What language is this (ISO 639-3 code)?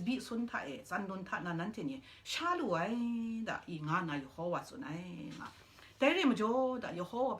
kac